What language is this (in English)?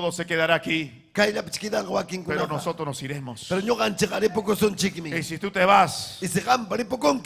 Ayacucho Quechua